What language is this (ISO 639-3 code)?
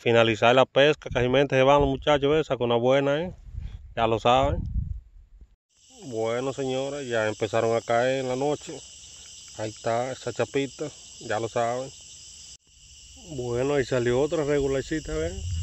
spa